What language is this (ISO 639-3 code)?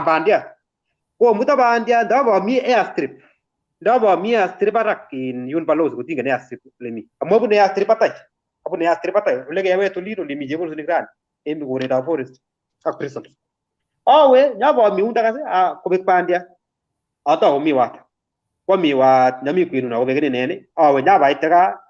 kln